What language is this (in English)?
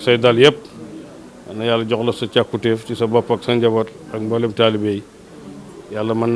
Wolof